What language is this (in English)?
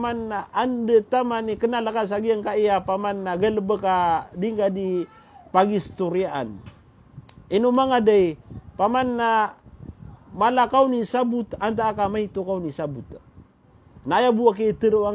Maranao